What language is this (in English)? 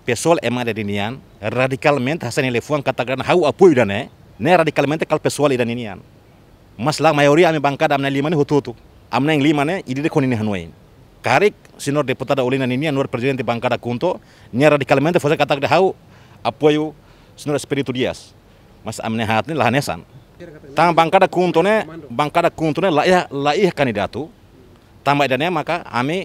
Tetum